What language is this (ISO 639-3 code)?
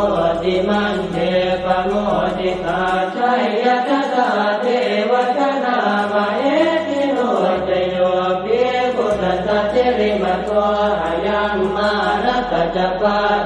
pli